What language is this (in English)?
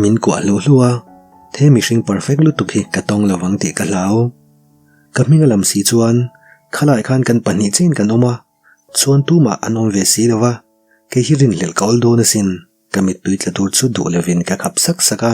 Mizo